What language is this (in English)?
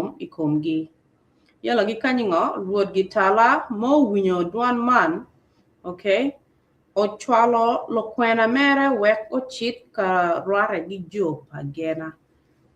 Acoli